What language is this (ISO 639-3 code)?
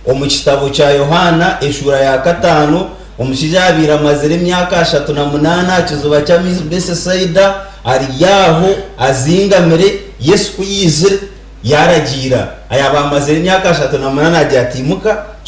nyn